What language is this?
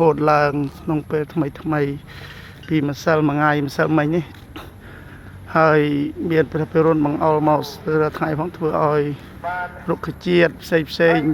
Khmer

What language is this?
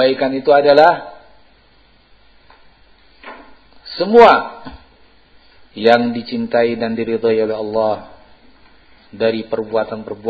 Indonesian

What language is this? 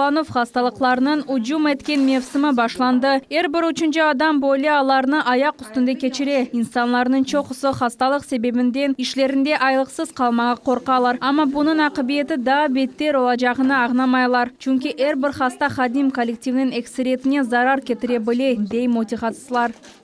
Crimean Tatar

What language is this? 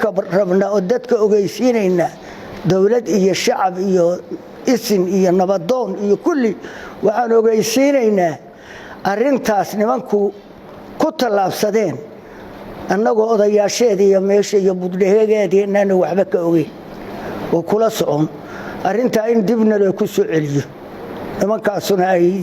Somali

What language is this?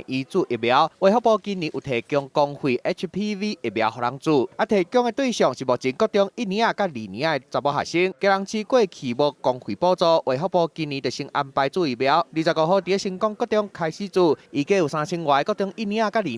Min Nan Chinese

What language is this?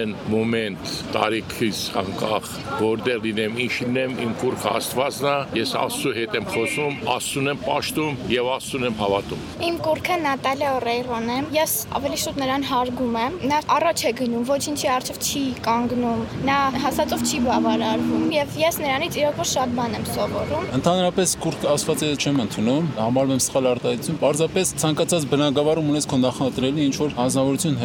Armenian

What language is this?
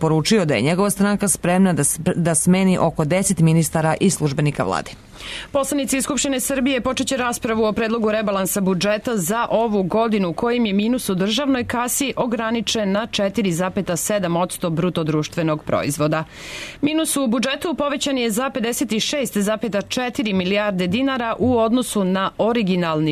Serbian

